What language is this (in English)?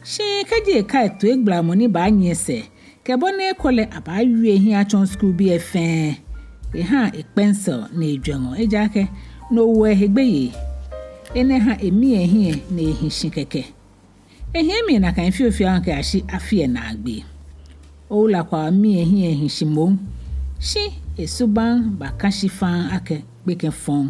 Ga